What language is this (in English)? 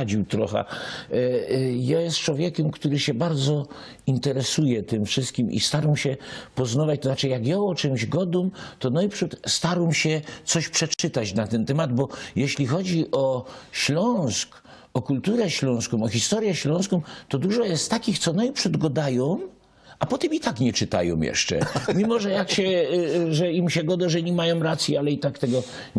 Silesian